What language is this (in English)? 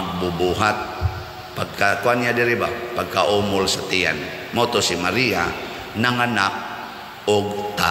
Cebuano